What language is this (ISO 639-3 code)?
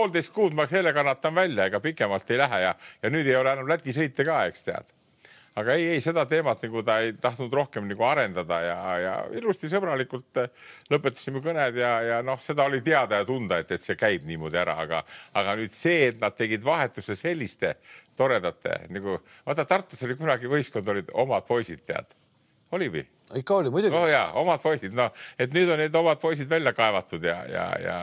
est